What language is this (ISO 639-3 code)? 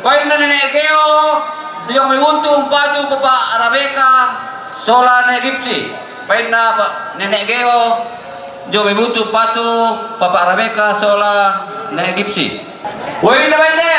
sda